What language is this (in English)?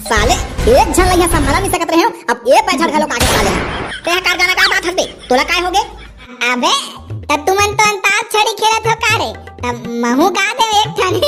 Chhattisgarhi